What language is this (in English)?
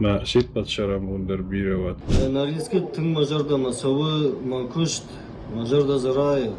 Ossetic